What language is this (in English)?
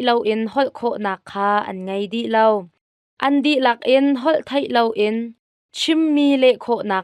Hakha Chin